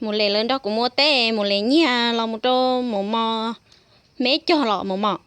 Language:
Hmong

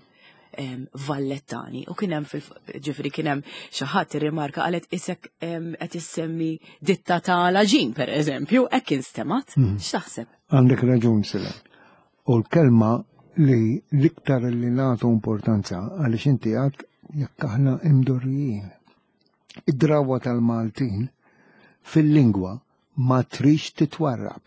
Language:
Maltese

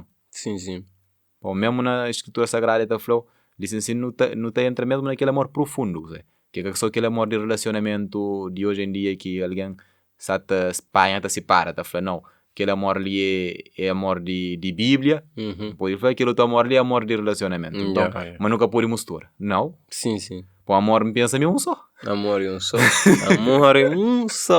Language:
Kabuverdianu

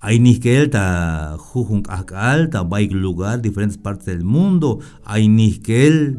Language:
Tzeltal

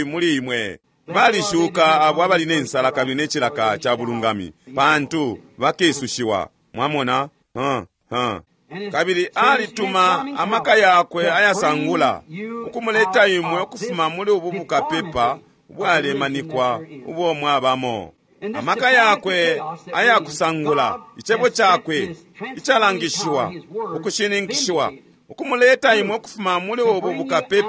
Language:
Bemba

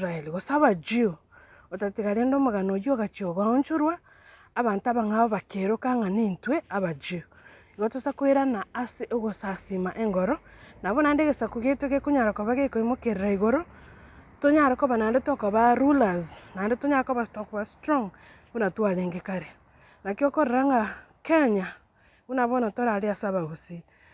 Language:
Gusii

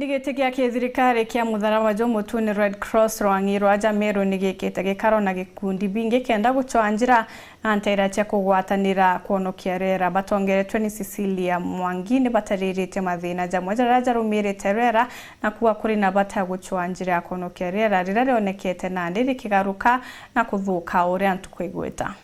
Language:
Meru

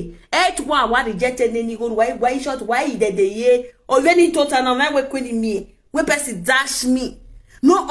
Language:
Nigerian Pidgin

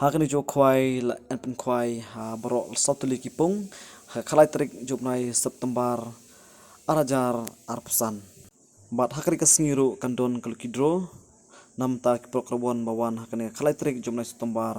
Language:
Khasi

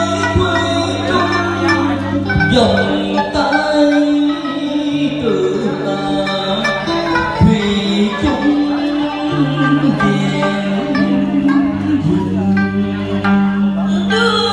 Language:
Vietnamese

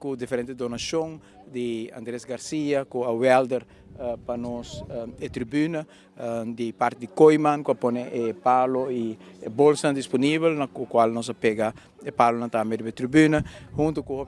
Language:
Papiamento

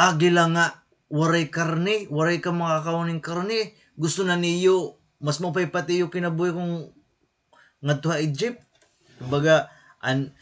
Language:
Waray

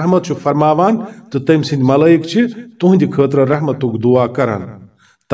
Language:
Kashmiri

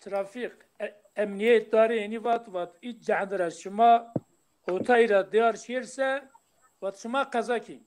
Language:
Zaza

